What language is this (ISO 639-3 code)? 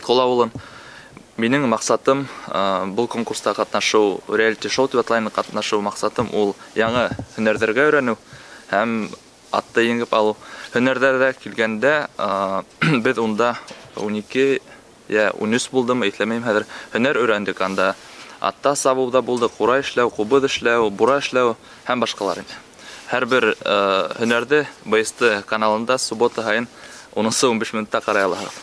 bak